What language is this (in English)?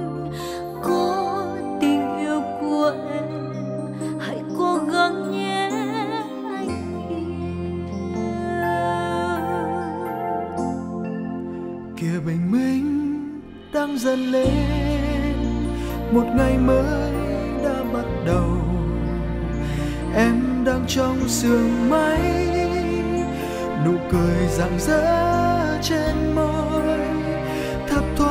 Vietnamese